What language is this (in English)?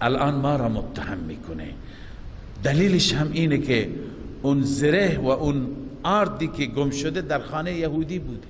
Persian